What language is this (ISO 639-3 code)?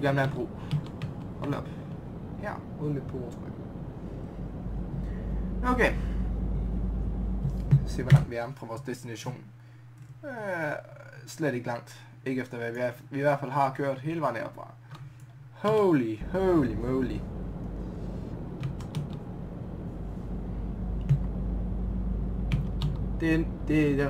dan